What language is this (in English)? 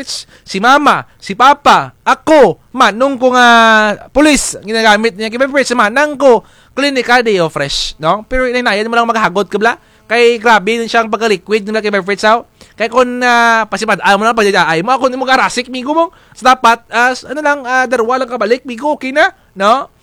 Kinaray-a